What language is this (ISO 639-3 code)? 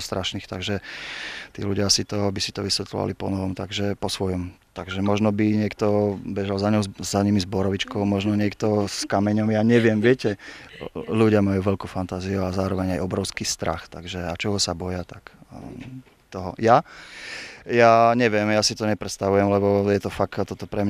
slk